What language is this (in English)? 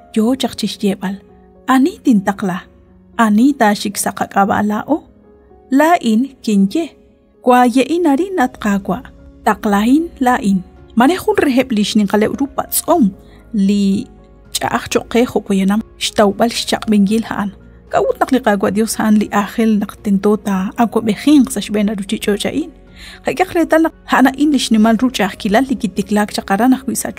Kekchí